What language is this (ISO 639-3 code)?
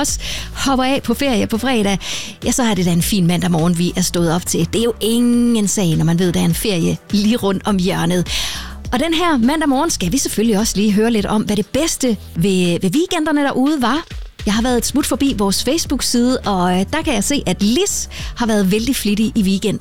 dan